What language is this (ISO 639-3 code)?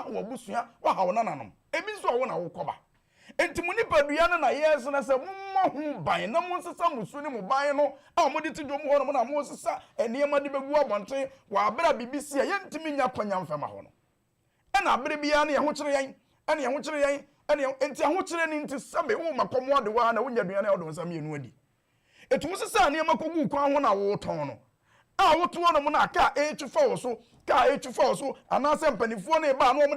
aka